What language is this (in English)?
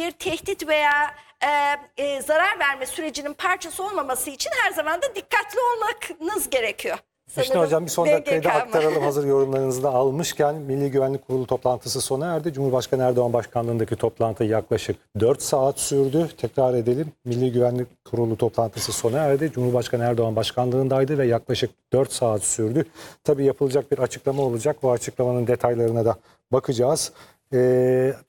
Turkish